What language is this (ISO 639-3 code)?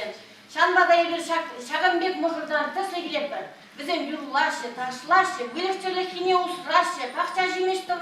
chv